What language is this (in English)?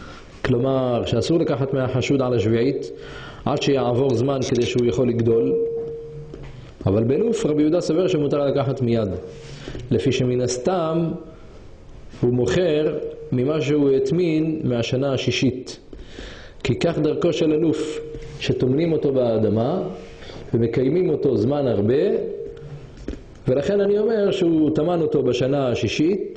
Hebrew